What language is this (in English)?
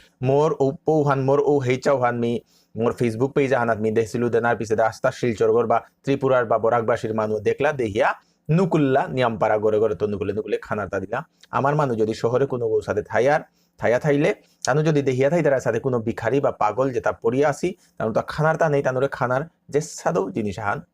Bishnupriya